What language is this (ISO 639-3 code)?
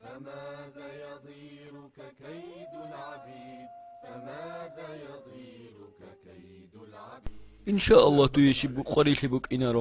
ava